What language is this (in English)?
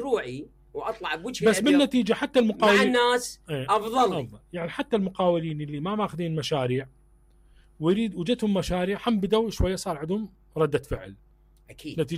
Mesopotamian Arabic